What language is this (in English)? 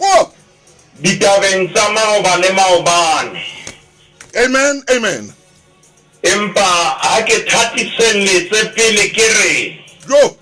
Southern Sotho